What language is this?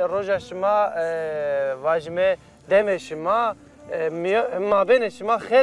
Zaza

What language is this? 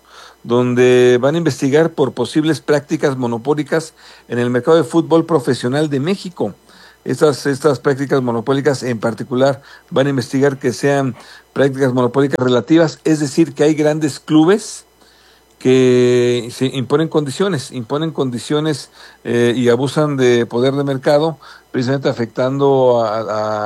Spanish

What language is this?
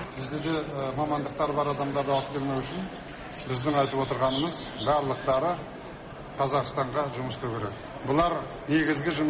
Kazakh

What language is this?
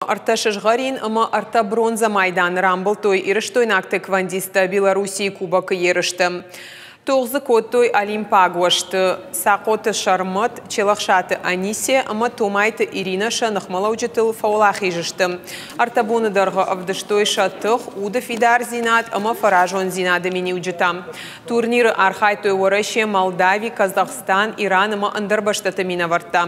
Ossetic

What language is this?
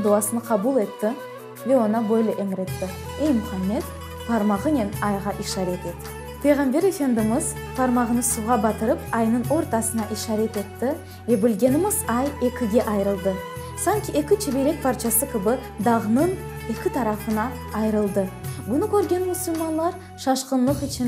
Crimean Tatar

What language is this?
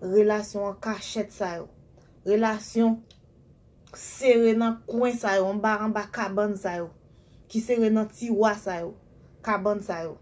Haitian Creole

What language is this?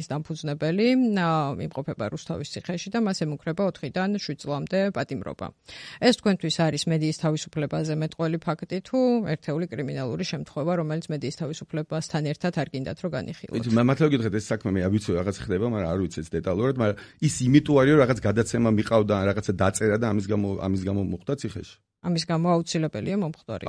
Georgian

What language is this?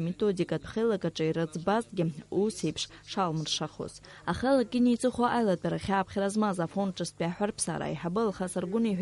Abkhazian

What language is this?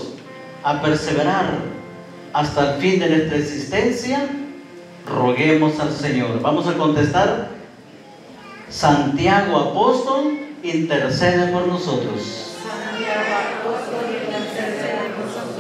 Spanish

